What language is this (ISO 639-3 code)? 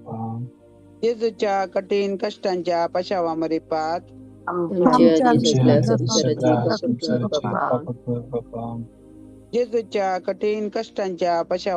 kok